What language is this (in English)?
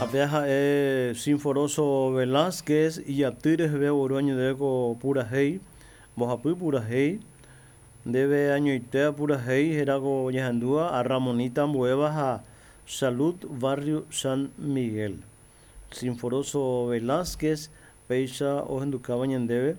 Guarani